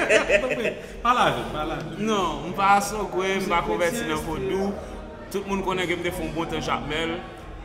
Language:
Haitian Creole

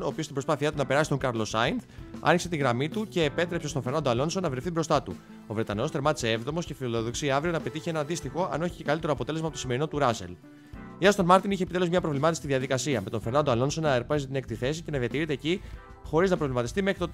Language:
Greek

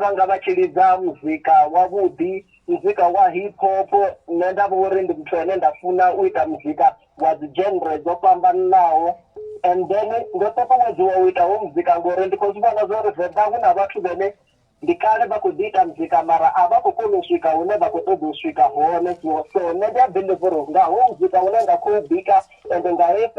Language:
Venda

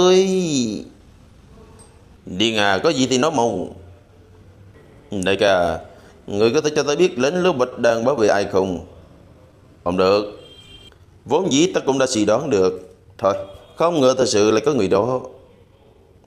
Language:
Vietnamese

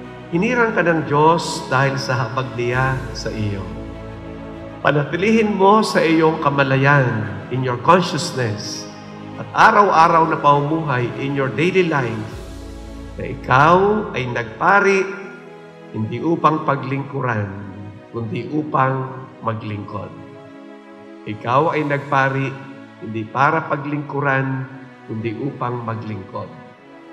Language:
Filipino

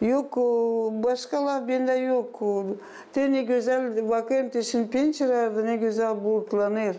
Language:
Gagauz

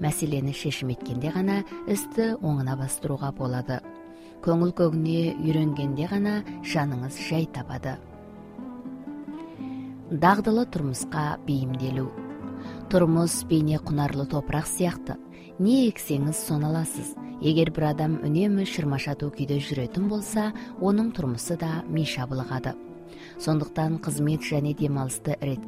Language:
Kazakh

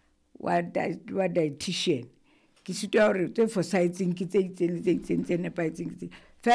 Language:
Southern Sotho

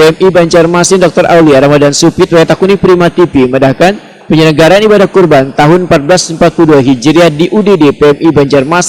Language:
Banjar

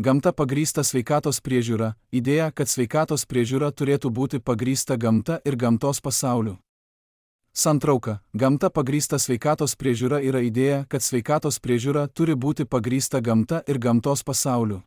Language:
Lithuanian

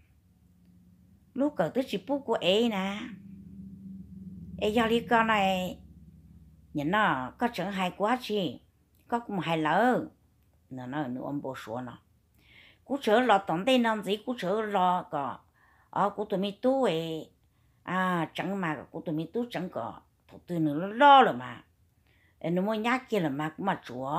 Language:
Vietnamese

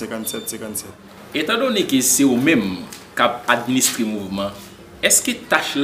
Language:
Haitian Creole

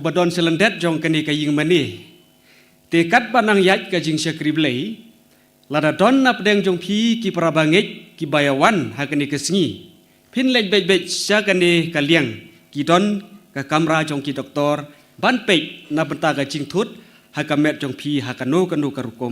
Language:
Khasi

